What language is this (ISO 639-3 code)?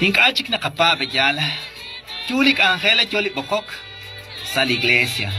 kek